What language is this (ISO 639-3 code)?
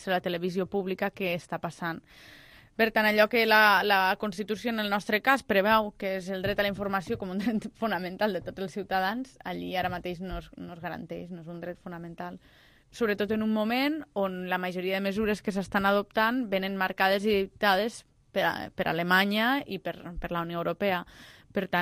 cat